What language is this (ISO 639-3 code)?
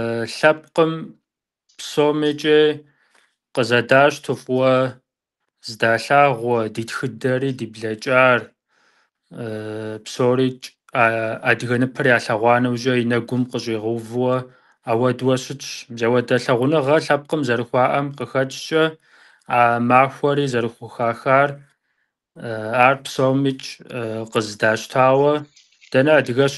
kbd